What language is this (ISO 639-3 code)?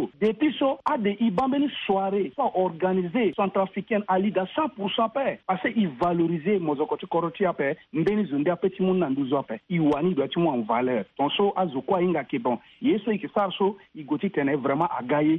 sag